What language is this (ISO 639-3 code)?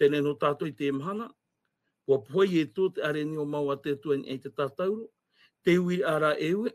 tah